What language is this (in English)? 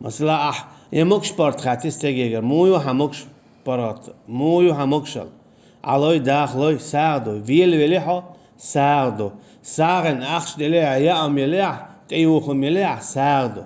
Chechen